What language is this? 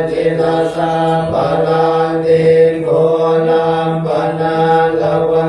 Pali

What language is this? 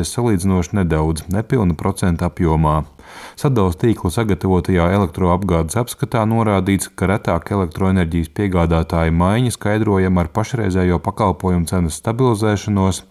Latvian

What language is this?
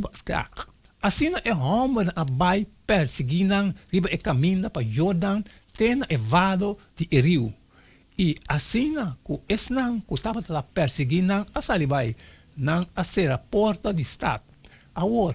Papiamento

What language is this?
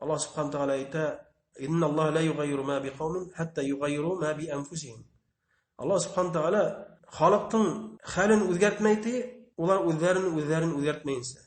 Bashkir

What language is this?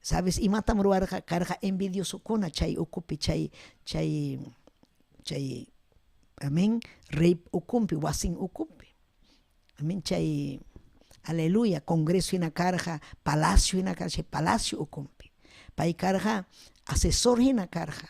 Ayacucho Quechua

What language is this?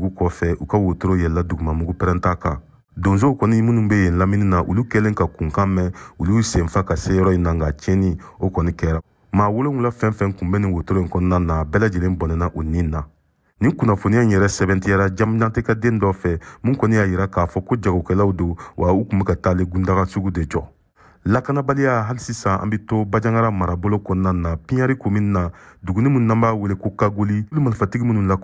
Bambara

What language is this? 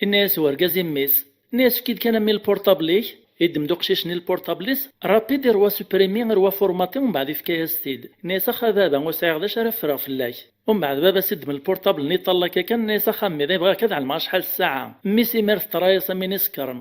Kabyle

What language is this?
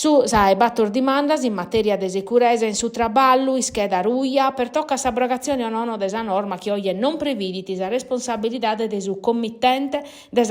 Sardinian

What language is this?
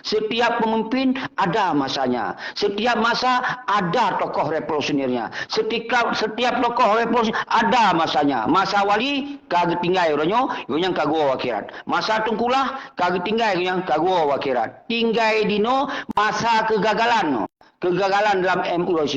Achinese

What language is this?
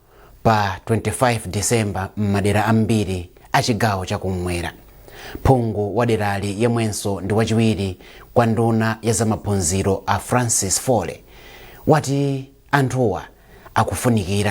Nyanja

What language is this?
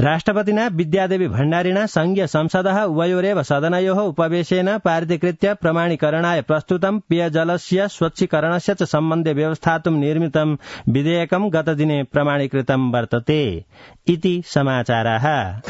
Sanskrit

